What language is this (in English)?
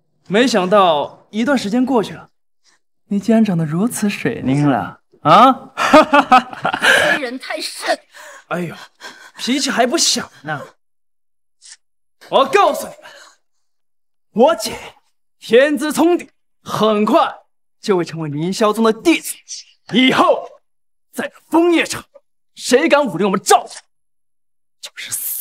Chinese